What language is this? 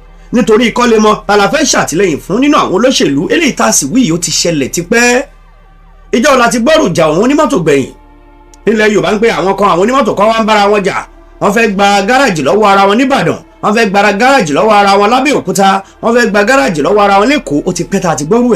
Yoruba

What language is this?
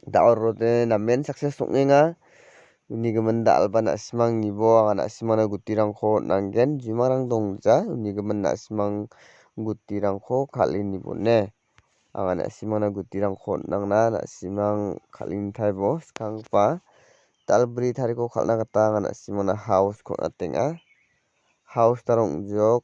Garo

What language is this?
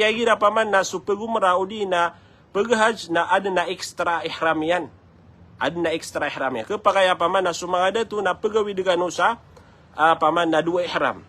Maranao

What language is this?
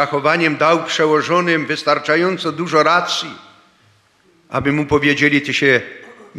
Polish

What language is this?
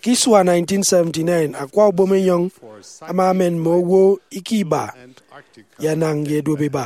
Efik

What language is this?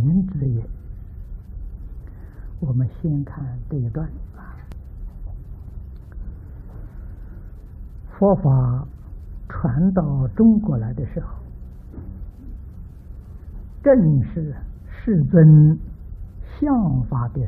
Chinese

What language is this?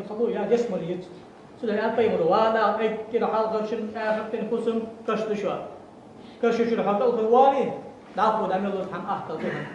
Ingush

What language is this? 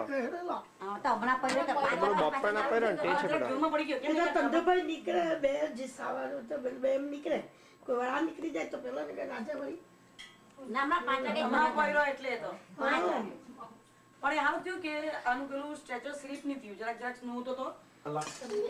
Gujarati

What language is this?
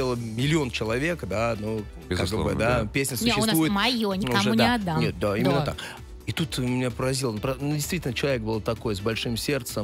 Russian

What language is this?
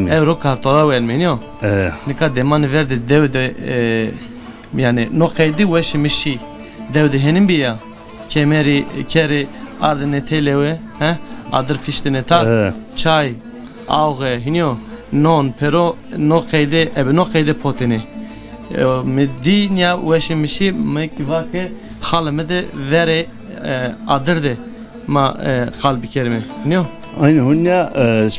Zaza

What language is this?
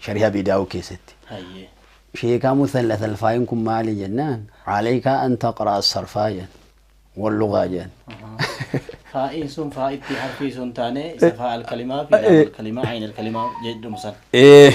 Oromo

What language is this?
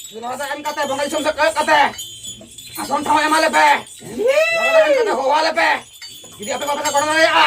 Santali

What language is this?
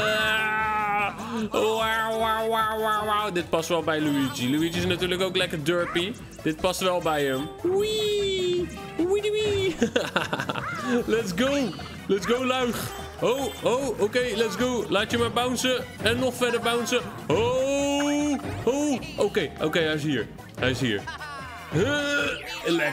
Dutch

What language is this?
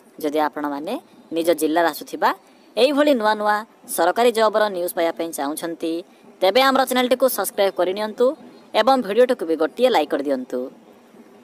Odia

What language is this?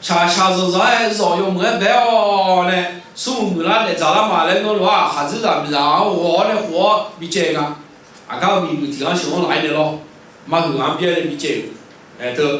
Akha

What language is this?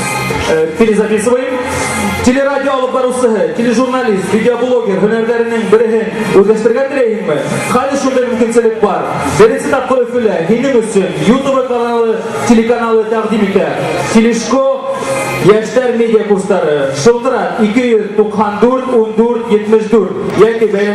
Bashkir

